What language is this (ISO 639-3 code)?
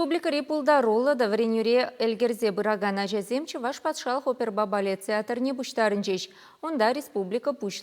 chv